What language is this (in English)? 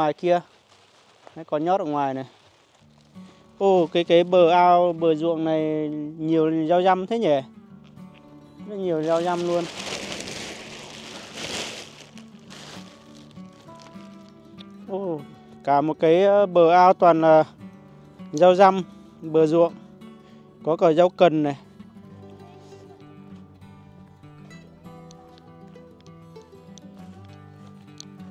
Vietnamese